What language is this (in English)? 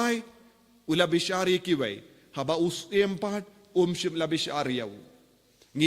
Khasi